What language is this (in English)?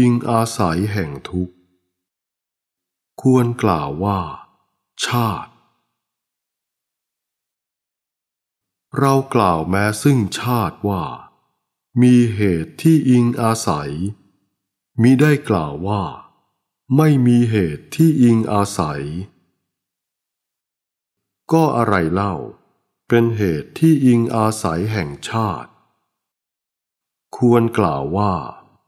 Thai